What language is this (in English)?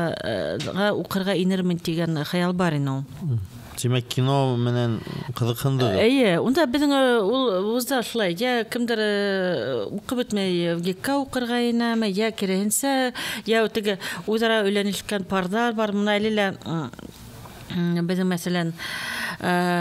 Bashkir